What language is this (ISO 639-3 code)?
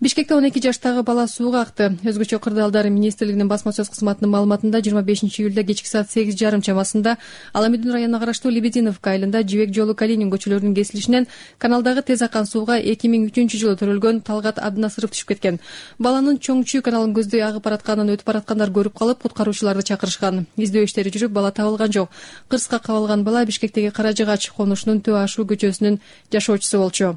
kir